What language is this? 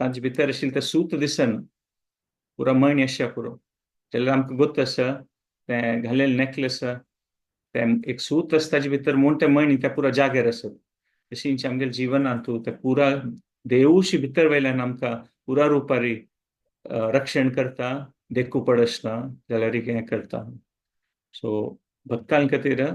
Konkani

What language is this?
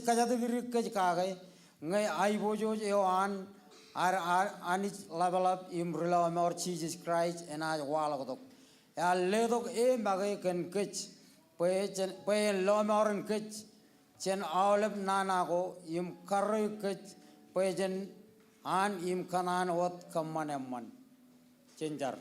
Marshallese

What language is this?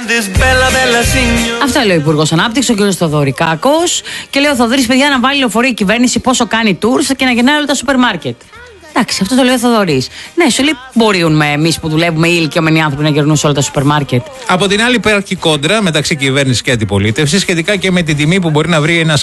Greek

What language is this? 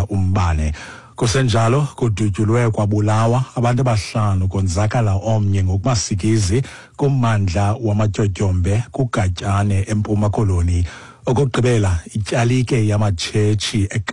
Xhosa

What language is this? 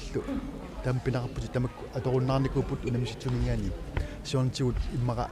Kalaallisut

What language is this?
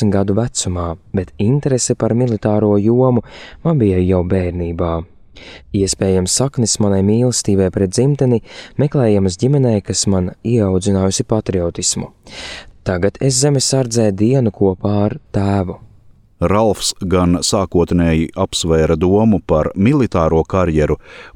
Latvian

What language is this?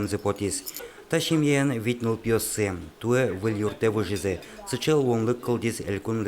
Udmurt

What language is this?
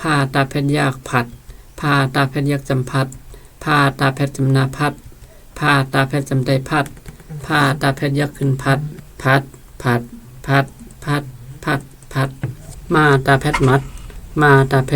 Shan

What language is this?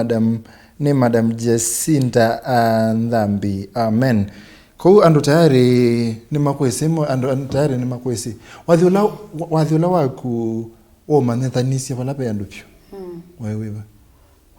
Kamba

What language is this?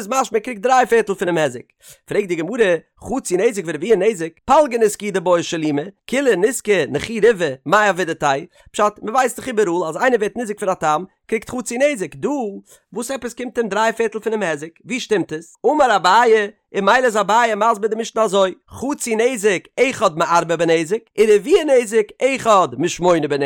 Yiddish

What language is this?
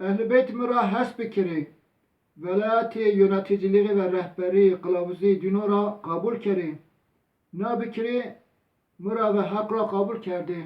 Zaza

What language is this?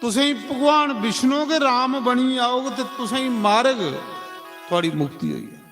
Dogri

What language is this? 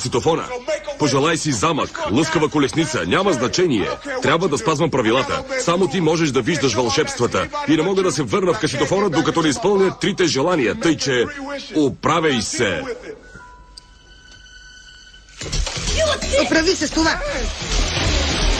Bulgarian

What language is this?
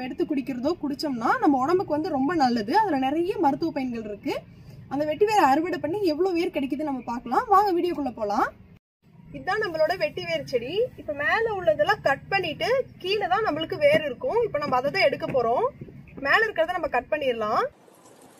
Tamil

